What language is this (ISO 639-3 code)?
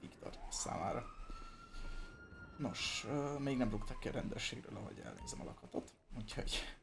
hun